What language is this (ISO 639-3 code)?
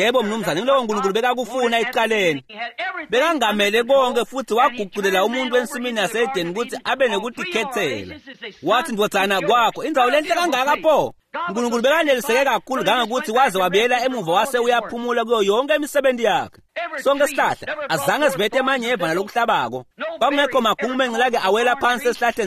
ssw